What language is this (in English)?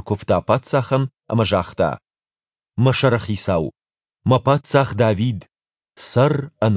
Ossetic